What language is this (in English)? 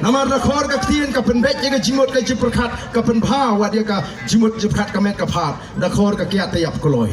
Khasi